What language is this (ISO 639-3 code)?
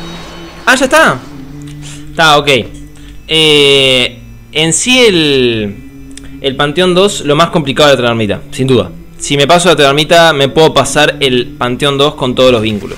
spa